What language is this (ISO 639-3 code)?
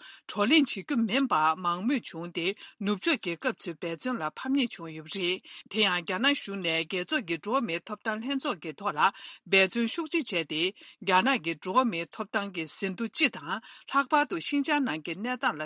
bod